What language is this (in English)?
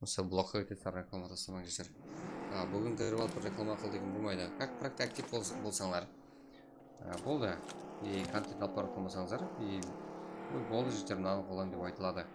Kara-Kalpak